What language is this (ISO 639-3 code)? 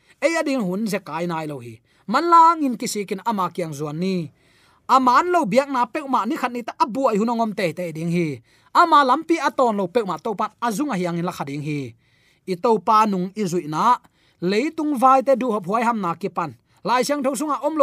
ctd